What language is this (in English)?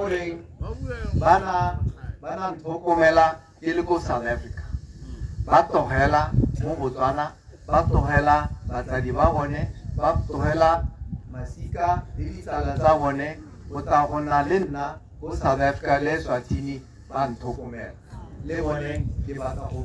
Tswana